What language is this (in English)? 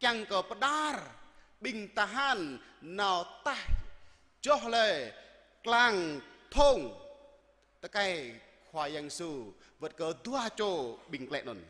Jarai